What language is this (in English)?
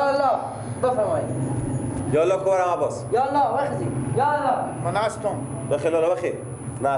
Persian